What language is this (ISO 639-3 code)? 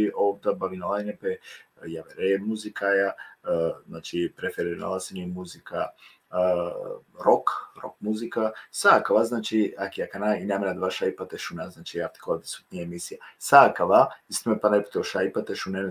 rmn